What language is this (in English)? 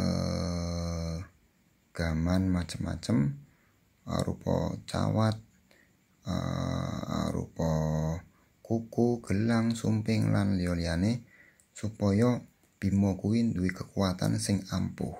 Javanese